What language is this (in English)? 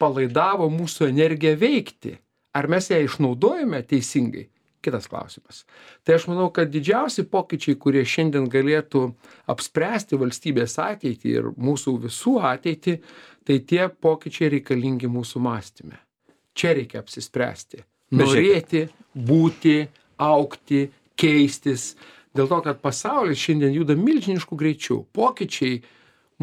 Lithuanian